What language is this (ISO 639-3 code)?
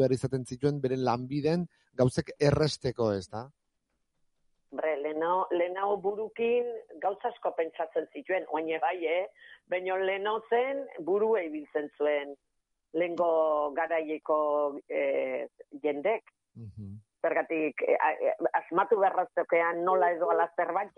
eus